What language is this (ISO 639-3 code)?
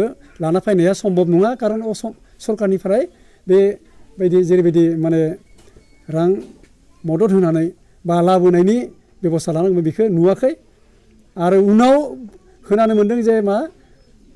brx